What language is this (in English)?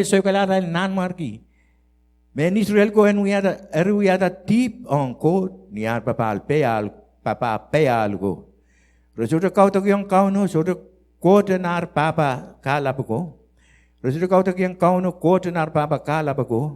Pohnpeian